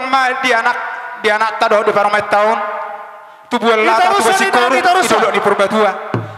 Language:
Batak Toba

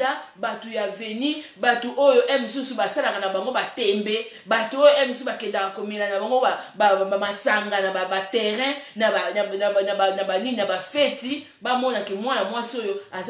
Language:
Lingala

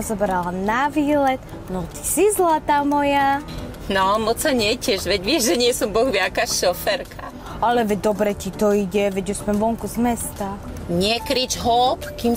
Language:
Slovak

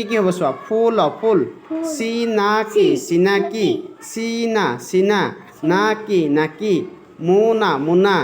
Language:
Assamese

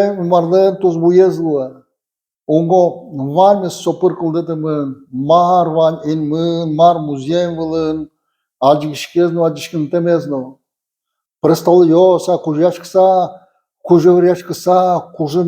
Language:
Udmurt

